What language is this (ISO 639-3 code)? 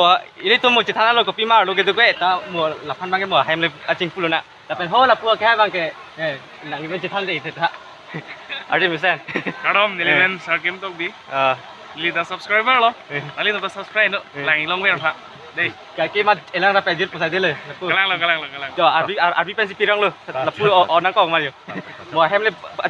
mjw